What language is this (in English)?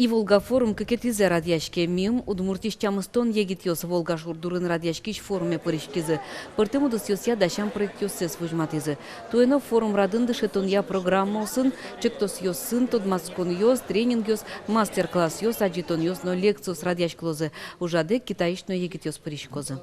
Udmurt